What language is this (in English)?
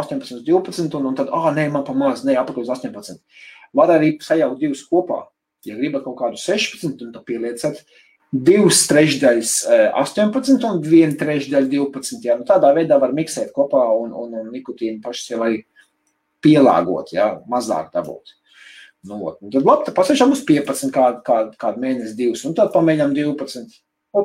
Latvian